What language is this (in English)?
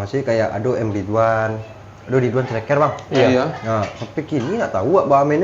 Minangkabau